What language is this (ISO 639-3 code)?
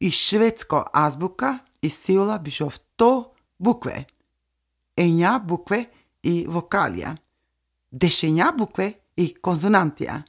srp